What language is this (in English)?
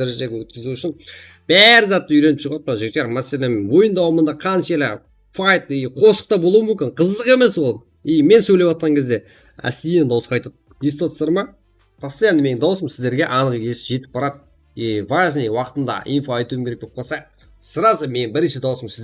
Kara-Kalpak